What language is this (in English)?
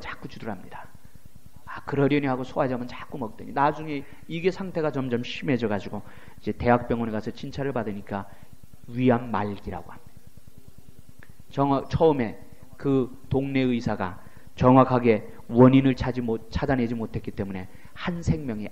Korean